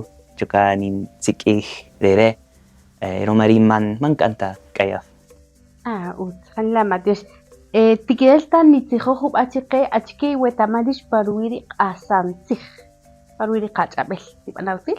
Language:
Kaqchikel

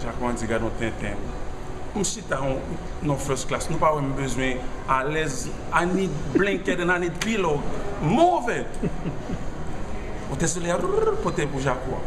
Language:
Haitian Creole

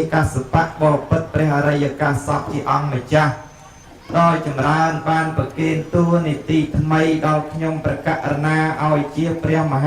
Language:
Khmer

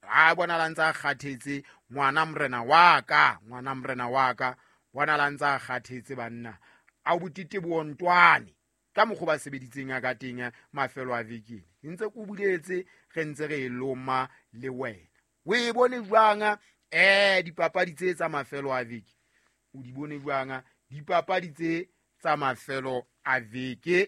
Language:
Southern Sotho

